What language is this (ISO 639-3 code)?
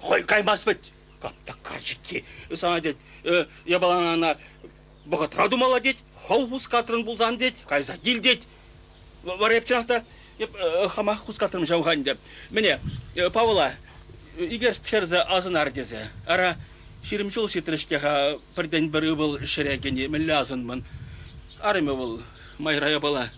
chv